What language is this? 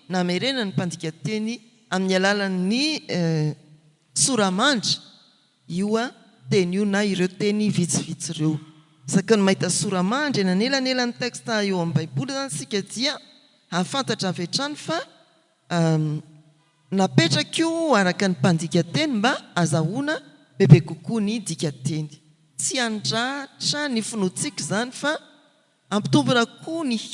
Malagasy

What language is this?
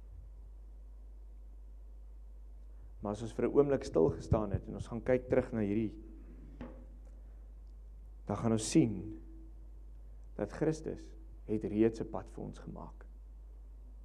Afrikaans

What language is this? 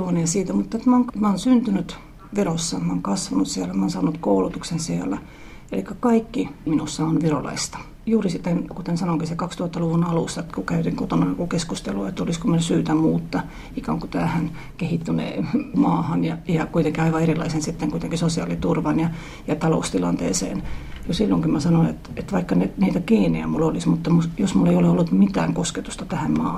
Finnish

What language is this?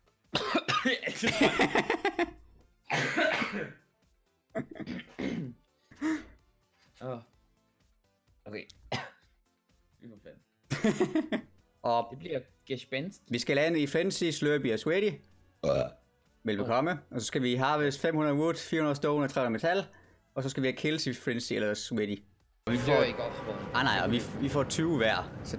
Danish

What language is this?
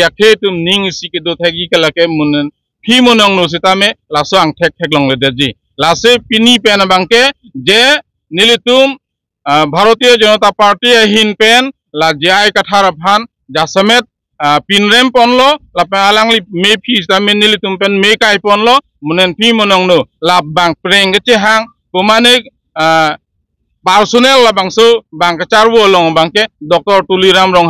Karbi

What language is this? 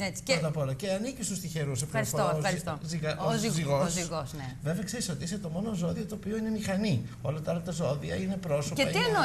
Greek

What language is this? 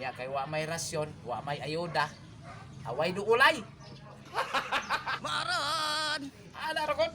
Cebuano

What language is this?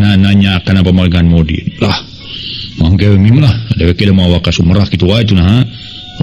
Sundanese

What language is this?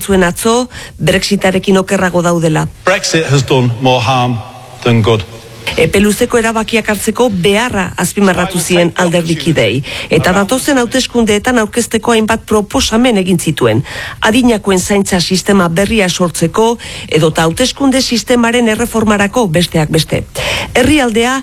Basque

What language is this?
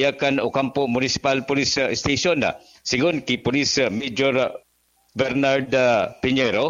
Bikol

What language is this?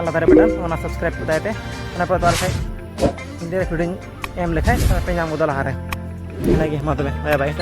Santali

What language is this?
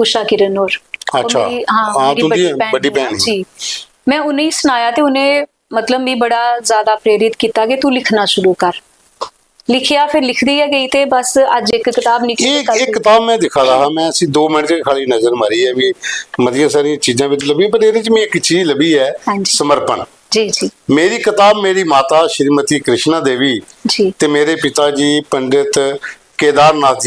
Dogri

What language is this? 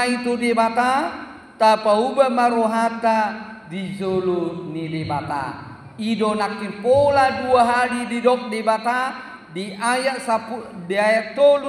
Batak Toba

